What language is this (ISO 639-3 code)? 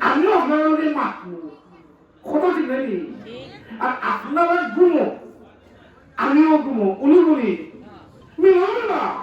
syl